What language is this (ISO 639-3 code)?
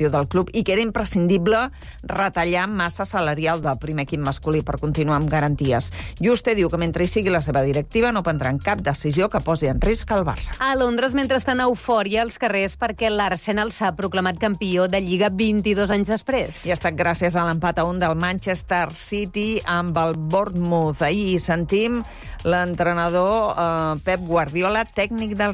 cat